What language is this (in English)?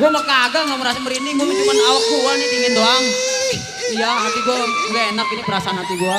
Betawi